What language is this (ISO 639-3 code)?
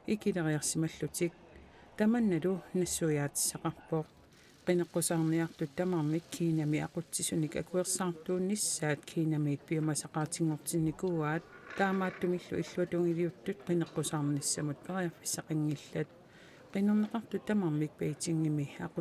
kal